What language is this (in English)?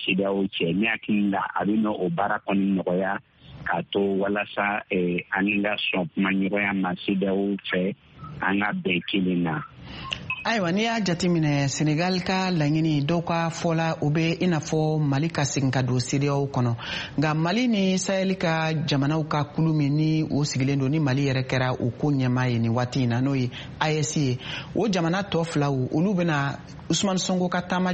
Bambara